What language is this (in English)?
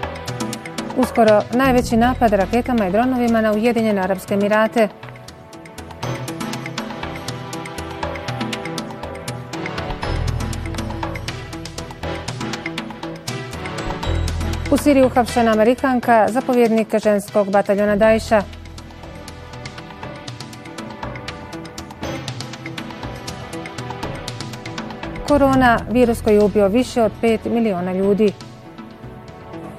Bosnian